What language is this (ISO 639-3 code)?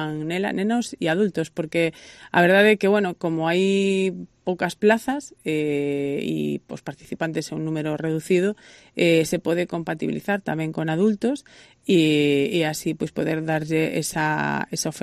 glg